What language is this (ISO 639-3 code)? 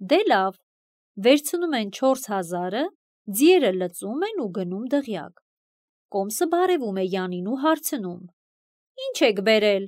hye